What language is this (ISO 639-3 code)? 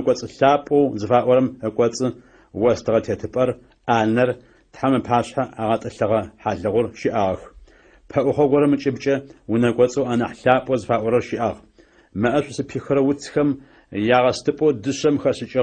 ady